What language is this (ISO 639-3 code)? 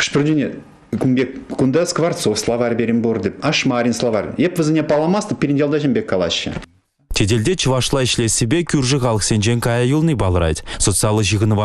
chv